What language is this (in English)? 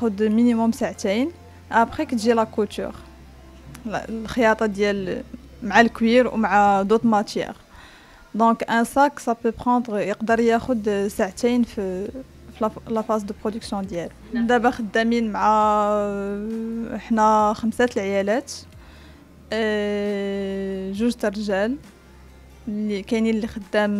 Moroccan Arabic